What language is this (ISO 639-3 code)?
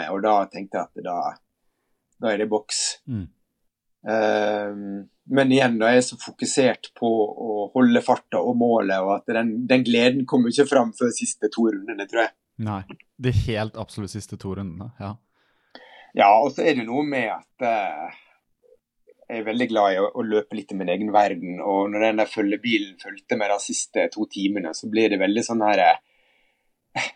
nor